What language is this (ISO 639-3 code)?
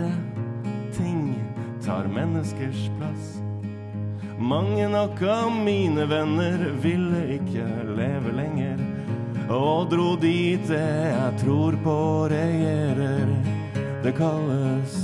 nor